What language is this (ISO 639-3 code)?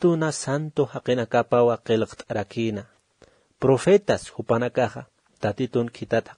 aym